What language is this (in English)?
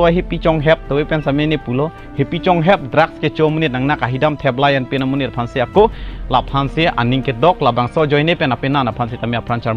Karbi